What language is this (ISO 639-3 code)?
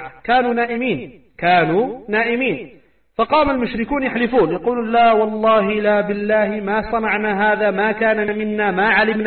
ara